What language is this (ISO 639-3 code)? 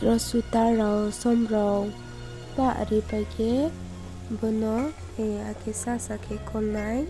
ria